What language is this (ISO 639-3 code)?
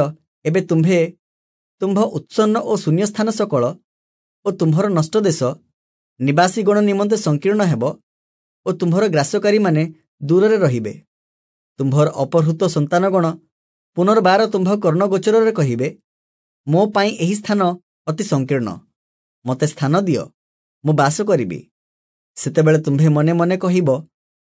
ori